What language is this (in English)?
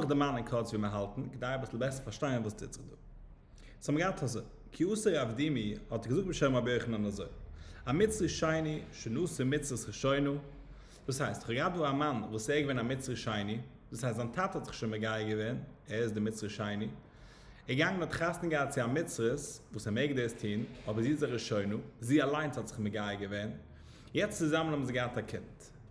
Yiddish